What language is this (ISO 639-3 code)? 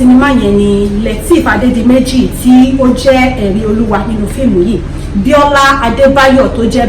yor